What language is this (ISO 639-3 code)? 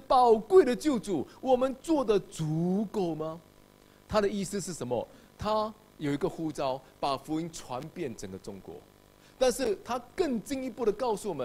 zho